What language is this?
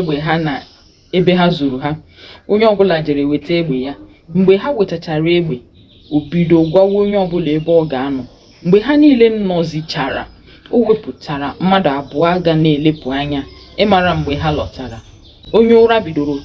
Igbo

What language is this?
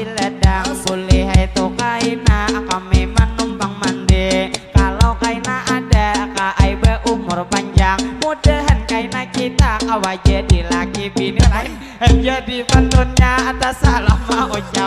Banjar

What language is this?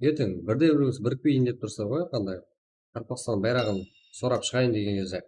Kara-Kalpak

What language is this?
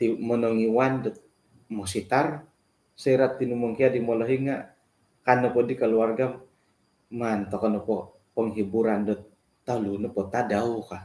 Central Dusun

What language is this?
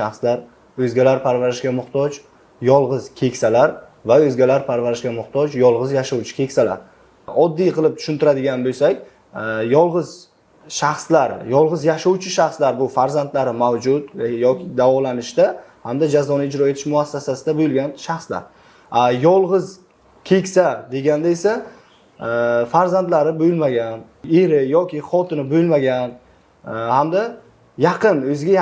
Uzbek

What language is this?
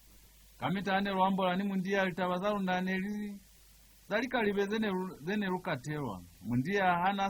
Lozi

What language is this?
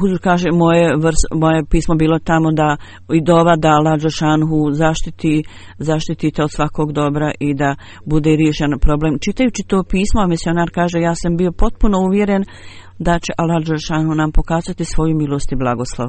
Bosnian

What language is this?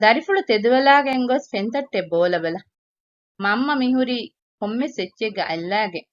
Divehi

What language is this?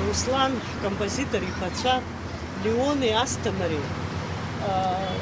Abkhazian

